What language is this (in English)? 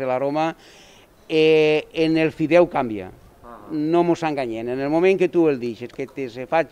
Catalan